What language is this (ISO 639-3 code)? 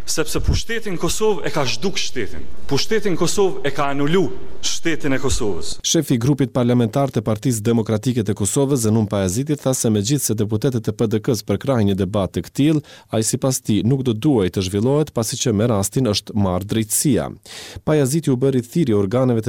sqi